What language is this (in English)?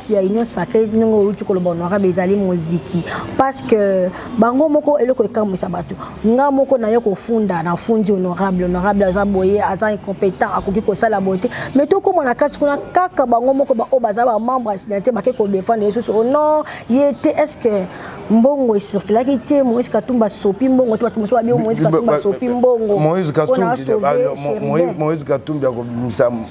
Lingala